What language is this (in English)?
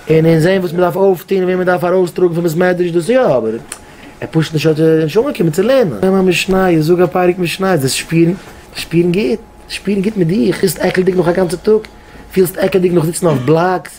Yiddish